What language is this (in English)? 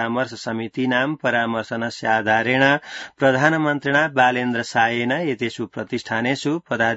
Sanskrit